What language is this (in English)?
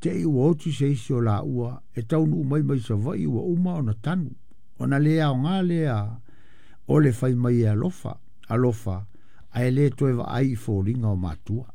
Samoan